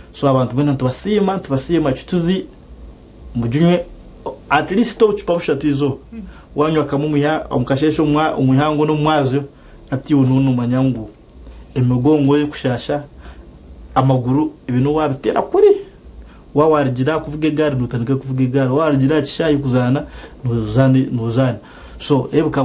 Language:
Nyankole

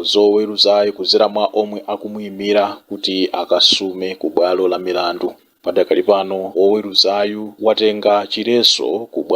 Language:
Nyanja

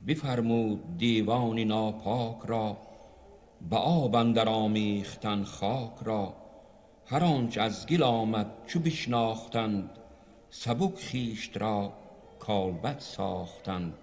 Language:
Tajik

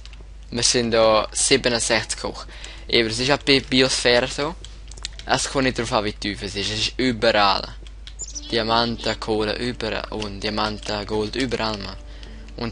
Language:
Swiss German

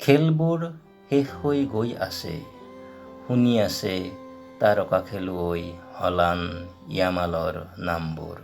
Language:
Assamese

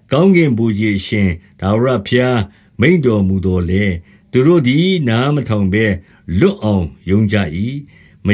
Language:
Burmese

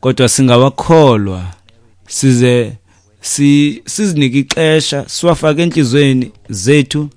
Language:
Xhosa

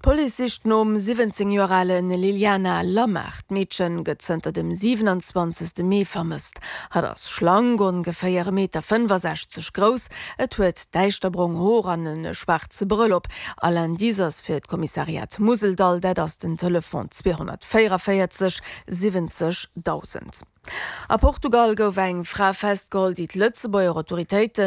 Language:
Luxembourgish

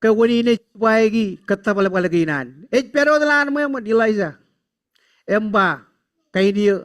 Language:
Marshallese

